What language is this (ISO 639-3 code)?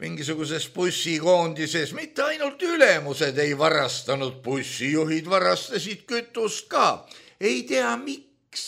est